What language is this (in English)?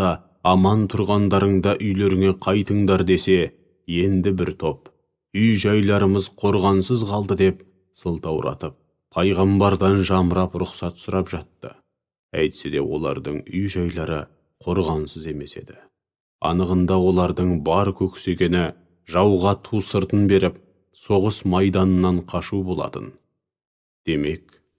Kazakh